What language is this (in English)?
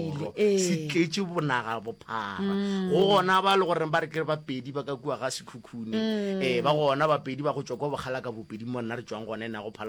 Northern Sotho